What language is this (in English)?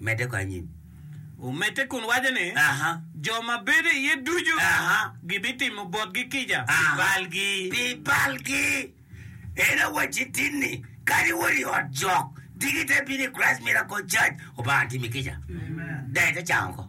Acoli